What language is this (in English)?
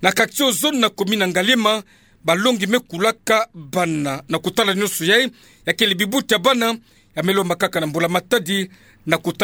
Kituba (Democratic Republic of Congo)